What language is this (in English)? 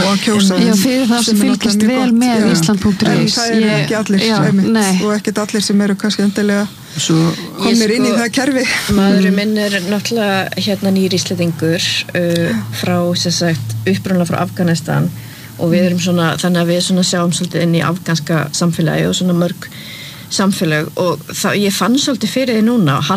Icelandic